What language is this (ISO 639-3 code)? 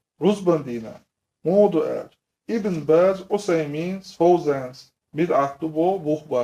che